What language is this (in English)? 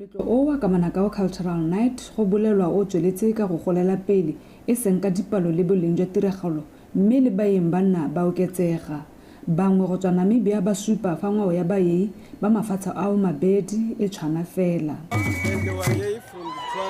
Tswana